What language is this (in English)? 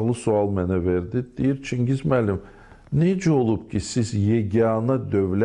Azerbaijani